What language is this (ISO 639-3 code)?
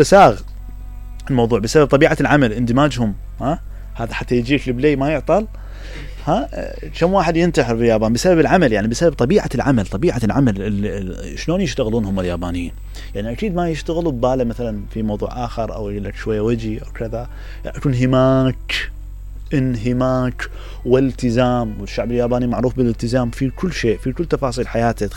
acm